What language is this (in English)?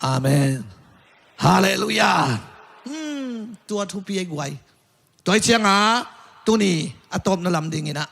Tedim Chin